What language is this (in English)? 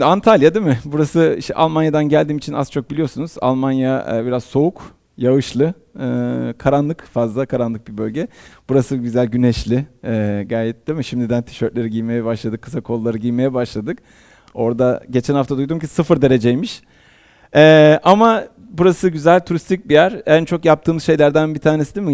Turkish